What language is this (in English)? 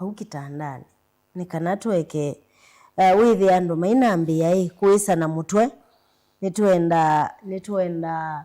Kamba